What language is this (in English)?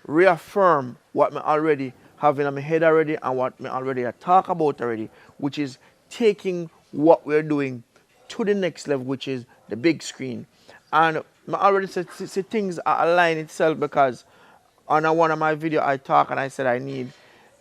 Jamaican Creole English